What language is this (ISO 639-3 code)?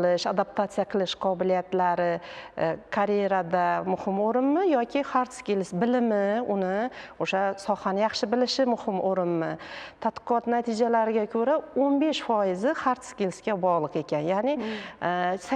uzb